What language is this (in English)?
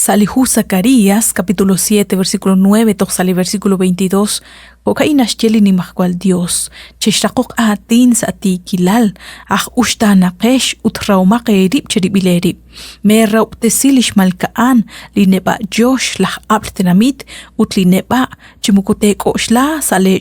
Kekchí